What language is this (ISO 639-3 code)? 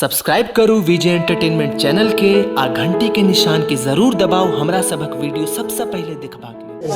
mai